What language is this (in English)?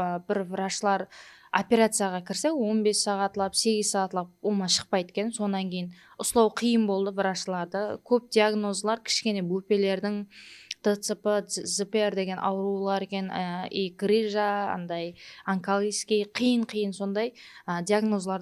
Kara-Kalpak